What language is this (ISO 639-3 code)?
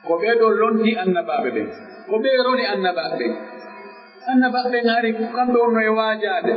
fuf